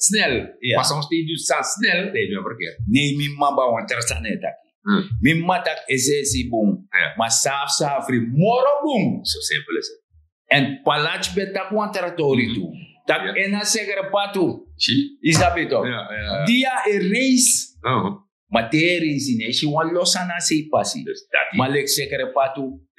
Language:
Sranan Tongo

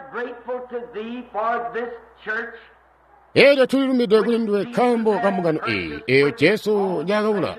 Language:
Tonga (Zambia)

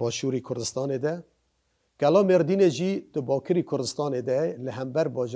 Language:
Kurdish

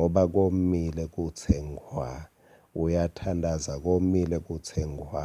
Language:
Swati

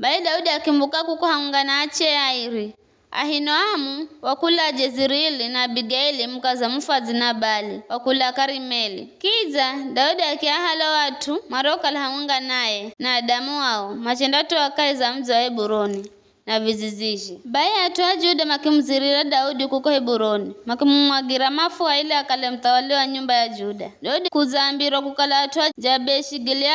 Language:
Giryama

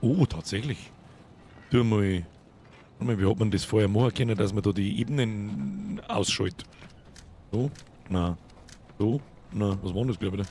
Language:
Bavarian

